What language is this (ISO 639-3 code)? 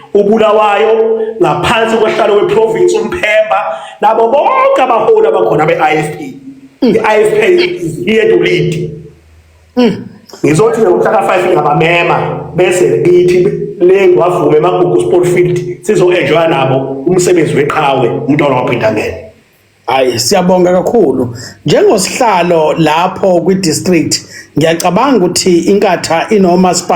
zul